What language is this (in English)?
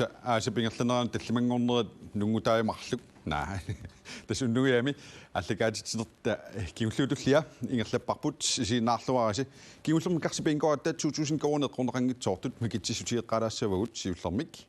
Kalaallisut